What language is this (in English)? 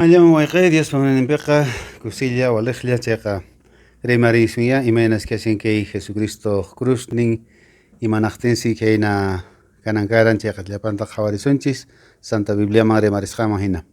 Quechua